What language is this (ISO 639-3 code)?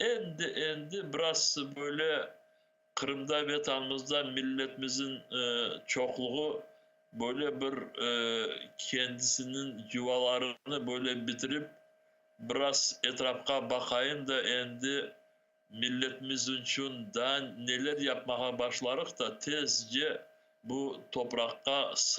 crh